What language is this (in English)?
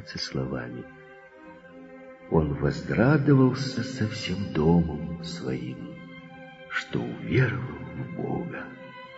Russian